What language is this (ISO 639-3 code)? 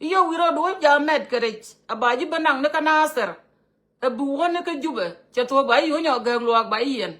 nus